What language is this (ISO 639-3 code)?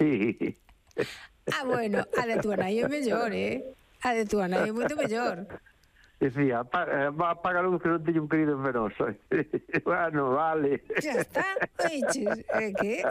glg